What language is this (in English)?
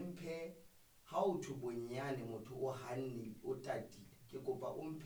Southern Sotho